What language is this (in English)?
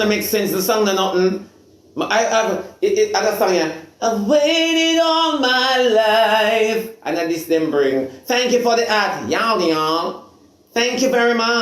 Jamaican Creole English